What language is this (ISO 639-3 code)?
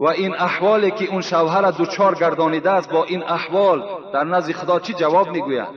tgk